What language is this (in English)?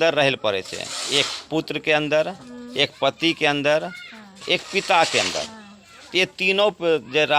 Angika